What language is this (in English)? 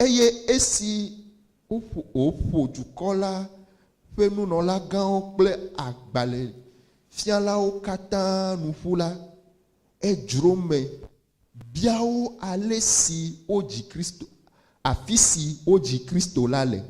Ewe